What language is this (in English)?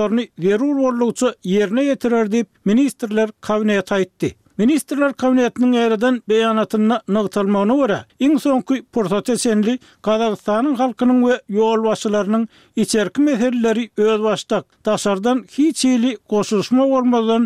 Turkmen